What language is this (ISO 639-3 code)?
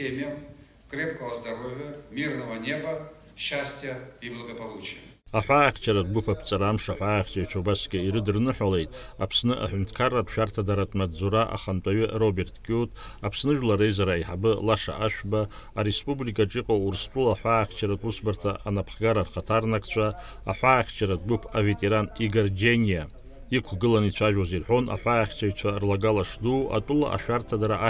abk